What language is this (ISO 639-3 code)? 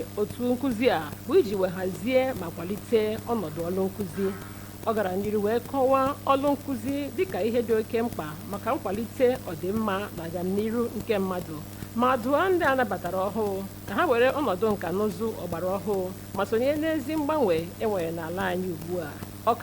ibo